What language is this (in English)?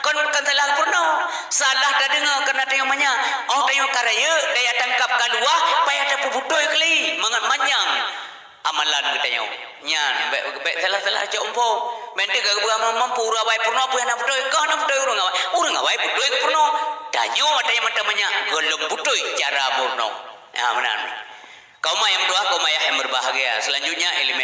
Achinese